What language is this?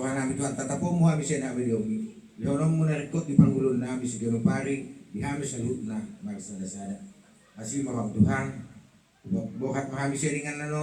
Batak Toba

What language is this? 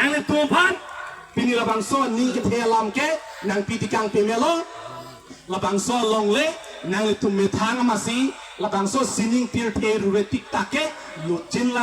Karbi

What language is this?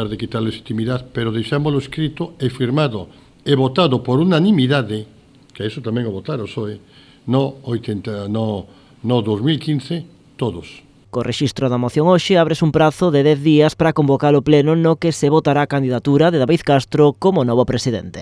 Galician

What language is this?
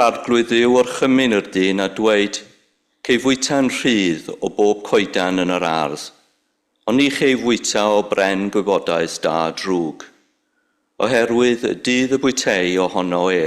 Welsh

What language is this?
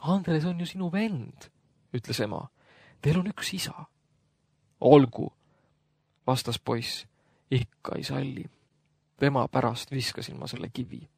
Estonian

